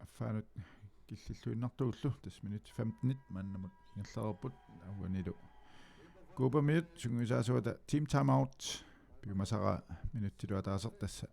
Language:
Kalaallisut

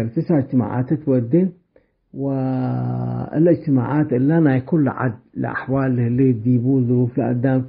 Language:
Tigre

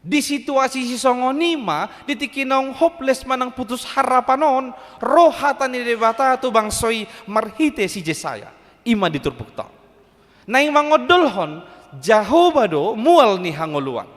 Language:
Batak Toba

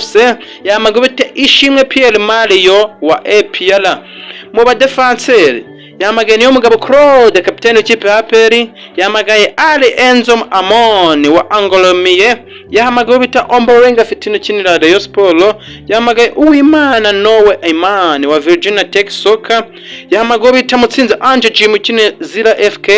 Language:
Kinyarwanda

